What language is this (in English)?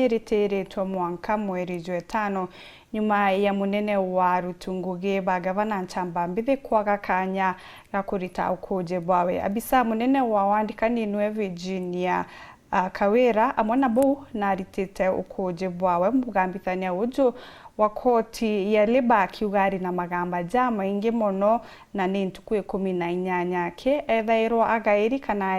Meru